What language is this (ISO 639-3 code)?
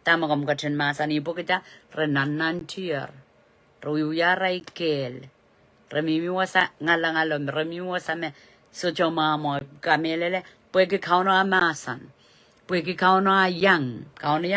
pon